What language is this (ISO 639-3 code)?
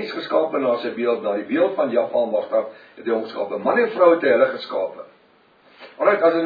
afr